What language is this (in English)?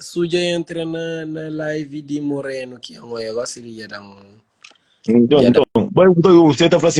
Kabuverdianu